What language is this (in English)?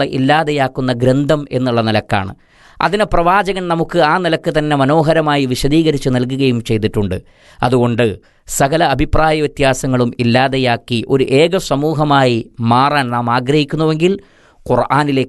Malayalam